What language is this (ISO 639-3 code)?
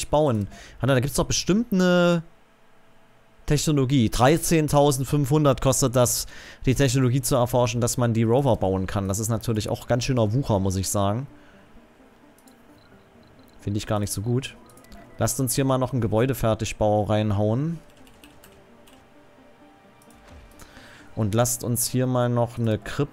deu